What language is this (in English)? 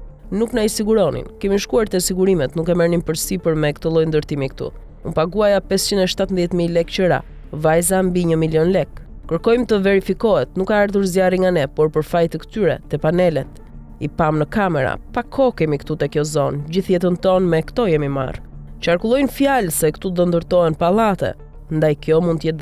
Albanian